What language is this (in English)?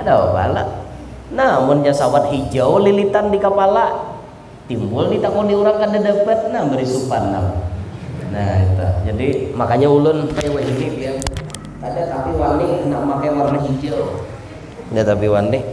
Banjar